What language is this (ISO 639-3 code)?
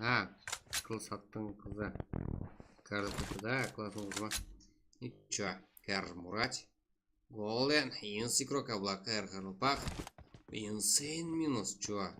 kaa